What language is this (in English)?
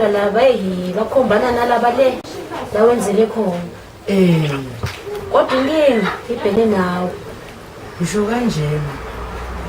Zulu